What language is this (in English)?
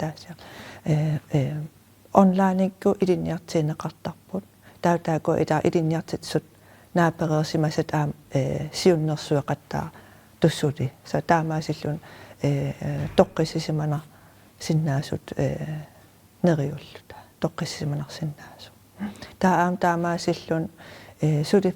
Kalaallisut